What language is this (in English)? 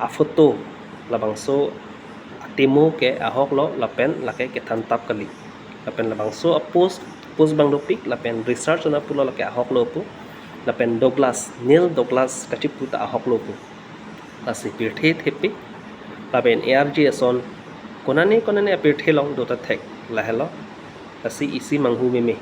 Karbi